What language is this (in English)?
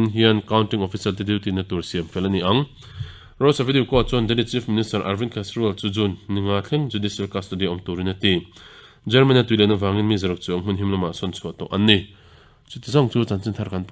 Mizo